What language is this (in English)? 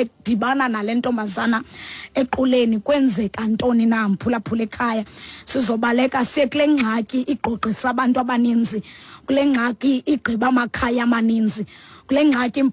Xhosa